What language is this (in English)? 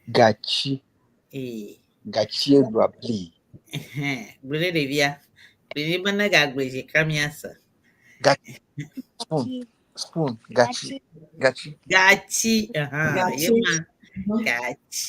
Ewe